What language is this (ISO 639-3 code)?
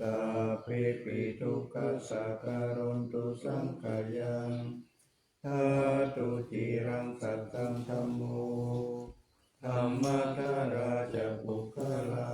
pli